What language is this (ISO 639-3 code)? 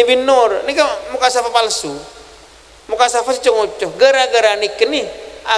mad